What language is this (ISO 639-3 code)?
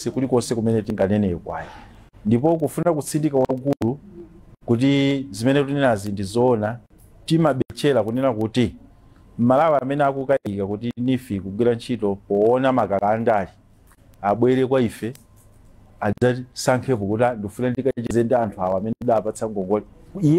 nya